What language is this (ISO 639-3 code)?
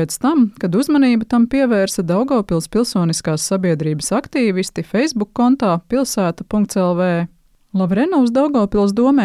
lav